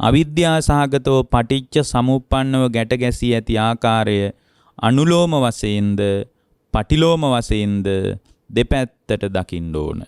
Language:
Sinhala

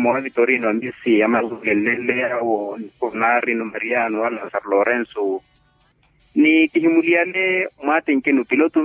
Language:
Makhuwa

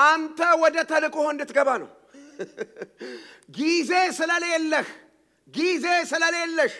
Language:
Amharic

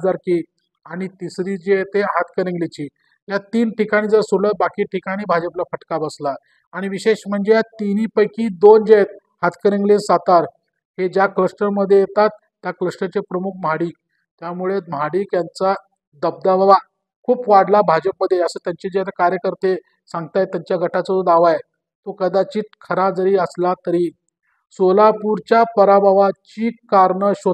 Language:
Marathi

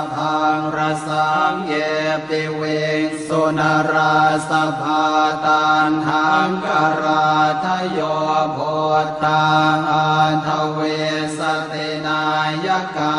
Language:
Pali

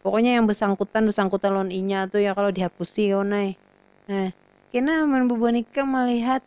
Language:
Banjar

